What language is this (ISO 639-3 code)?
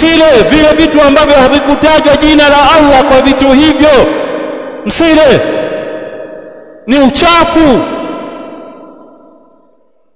swa